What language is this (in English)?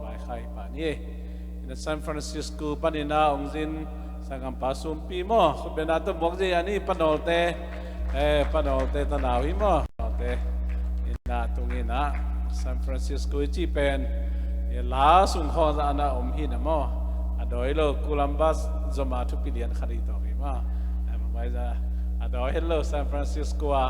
Tedim Chin